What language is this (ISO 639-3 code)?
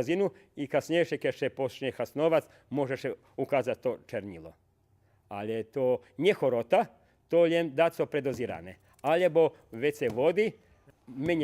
rue